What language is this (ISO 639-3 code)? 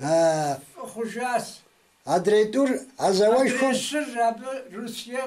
kbd